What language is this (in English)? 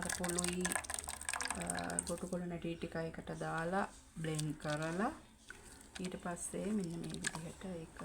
Sinhala